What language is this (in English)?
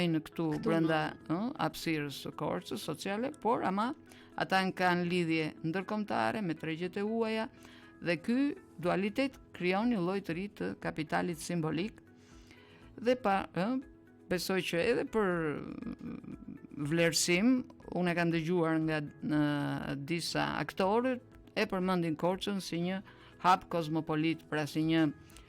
Albanian